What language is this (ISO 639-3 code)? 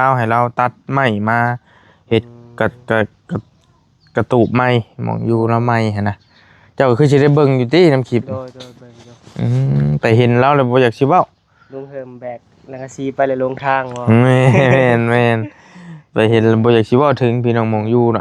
tts